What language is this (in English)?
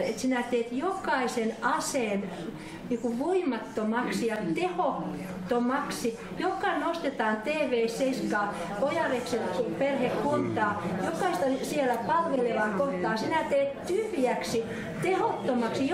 Finnish